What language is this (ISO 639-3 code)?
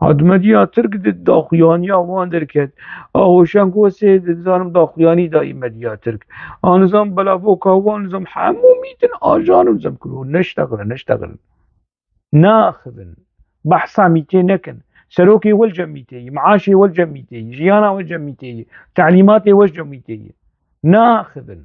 kur